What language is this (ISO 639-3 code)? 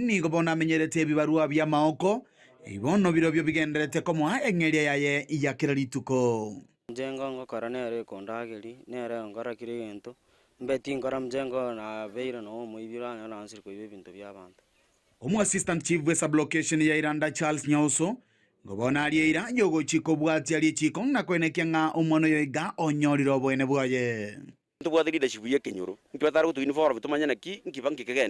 guz